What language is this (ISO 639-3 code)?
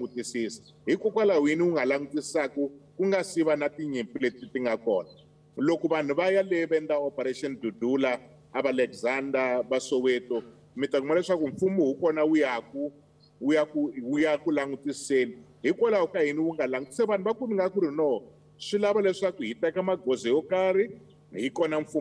tso